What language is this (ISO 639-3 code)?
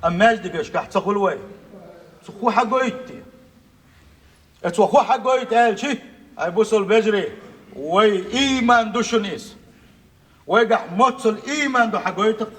che